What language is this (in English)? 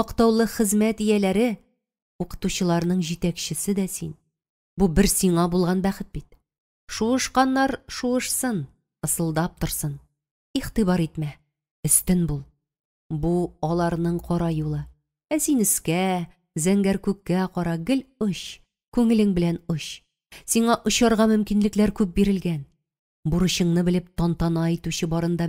Tatar